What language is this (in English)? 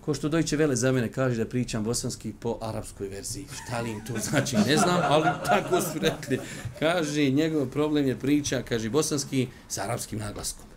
Bosnian